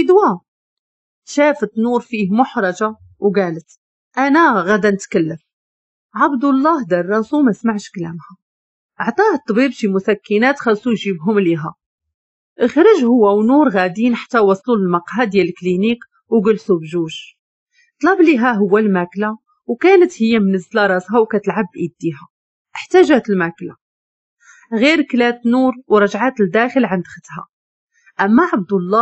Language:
Moroccan Arabic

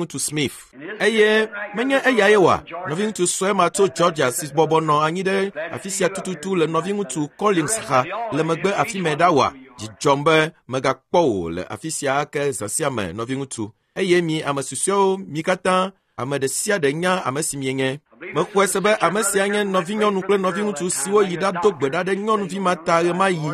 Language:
Ewe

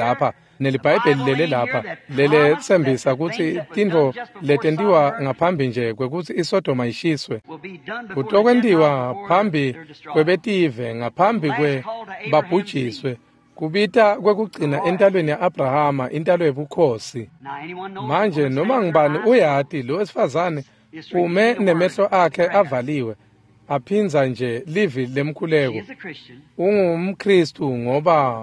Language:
Swati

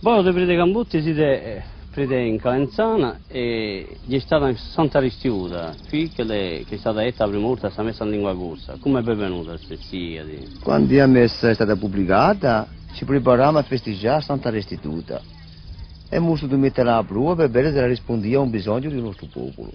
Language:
Corsican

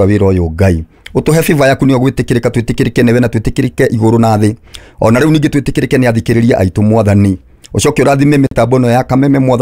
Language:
Kikuyu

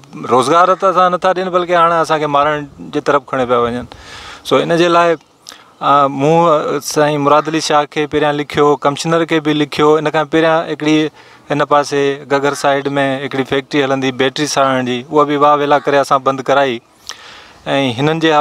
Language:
Sindhi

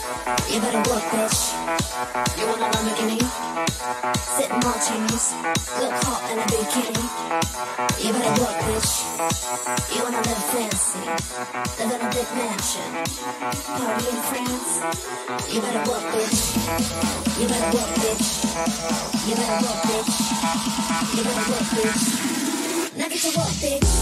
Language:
English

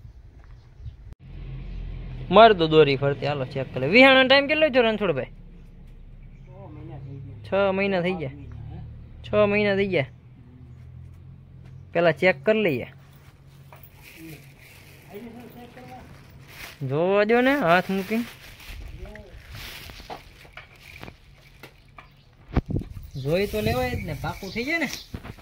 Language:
Gujarati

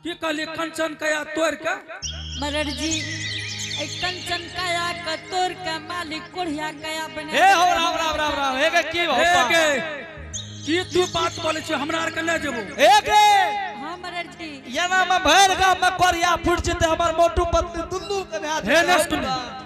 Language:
Angika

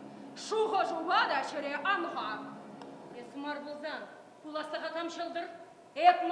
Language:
Chuvash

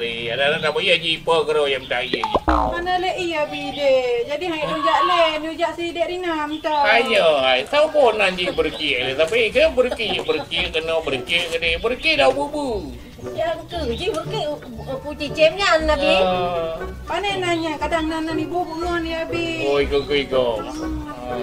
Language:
Achinese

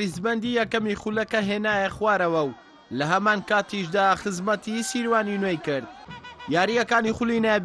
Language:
Central Kurdish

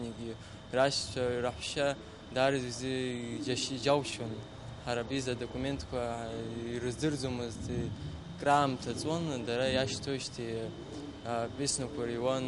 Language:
Abkhazian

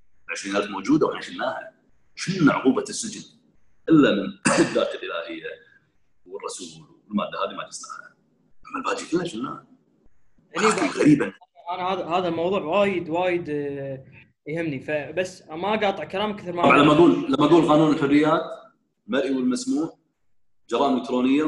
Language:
Gulf Arabic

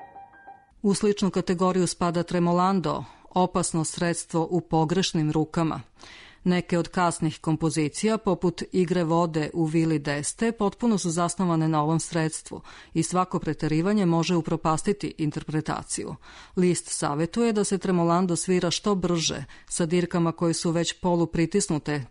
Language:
Serbian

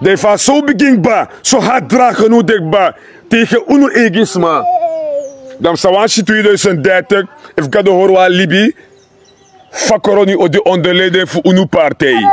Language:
Sranan Tongo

